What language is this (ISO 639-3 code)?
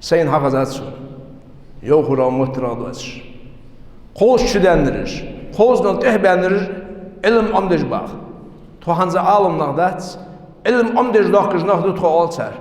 inh